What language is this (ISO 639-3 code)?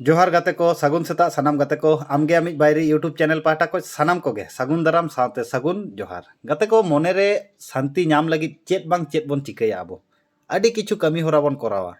sat